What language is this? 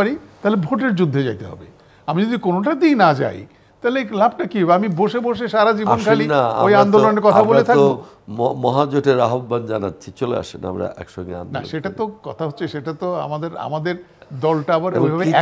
Bangla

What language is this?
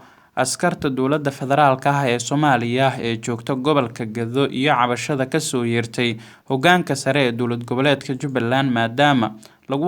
Somali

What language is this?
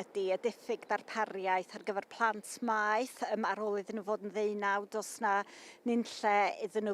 Welsh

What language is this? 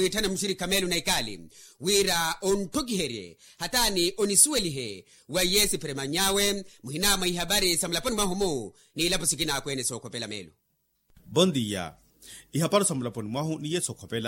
Makhuwa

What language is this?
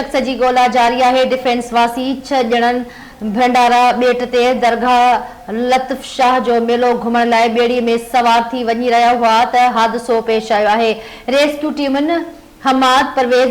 Sindhi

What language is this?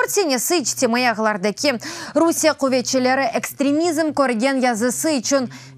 Crimean Tatar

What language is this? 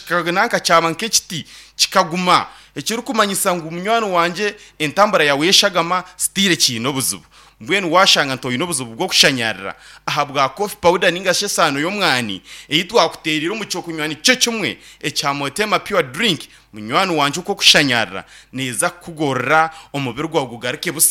Nyankole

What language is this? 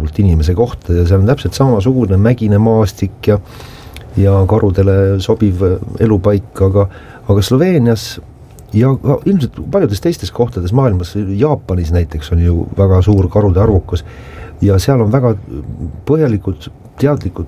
Estonian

